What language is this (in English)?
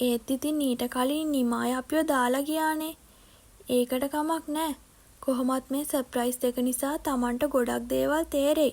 Sinhala